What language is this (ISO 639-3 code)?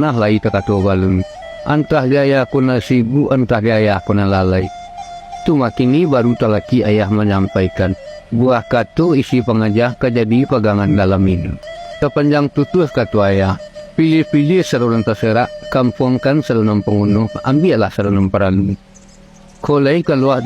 min